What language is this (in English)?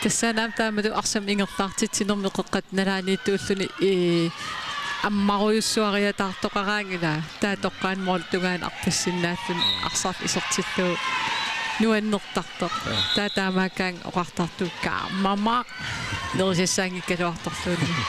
Kalaallisut